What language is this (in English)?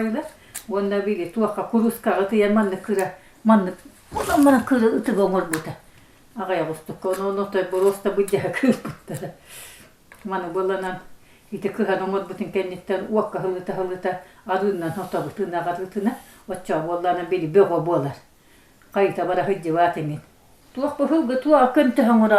Yakut